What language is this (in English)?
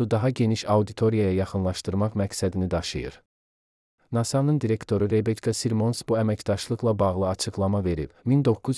Azerbaijani